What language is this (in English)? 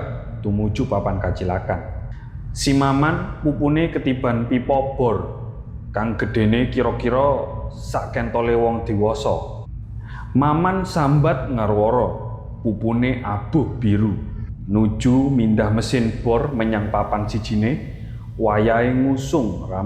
Javanese